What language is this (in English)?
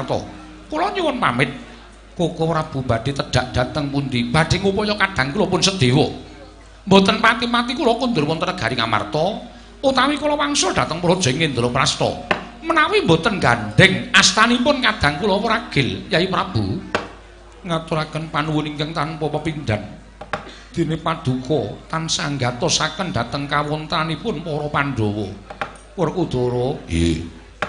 Javanese